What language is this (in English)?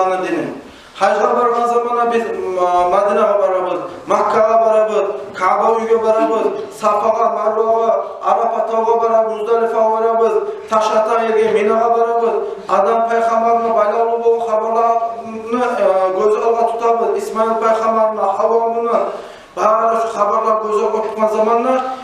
Kumyk